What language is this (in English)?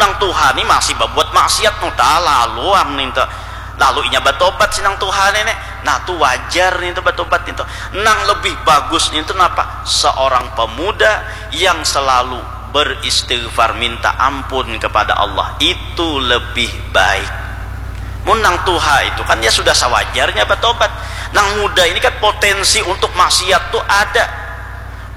Banjar